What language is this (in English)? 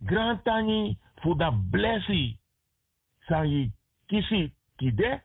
Sranan Tongo